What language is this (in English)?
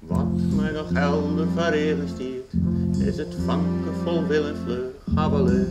Western Frisian